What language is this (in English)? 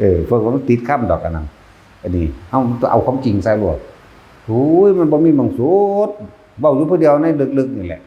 Northeastern Thai